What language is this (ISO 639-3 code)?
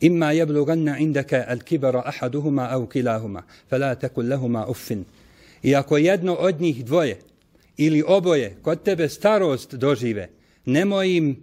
bos